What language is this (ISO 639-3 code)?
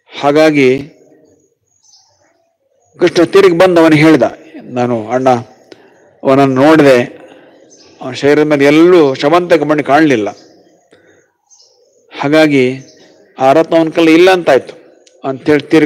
kan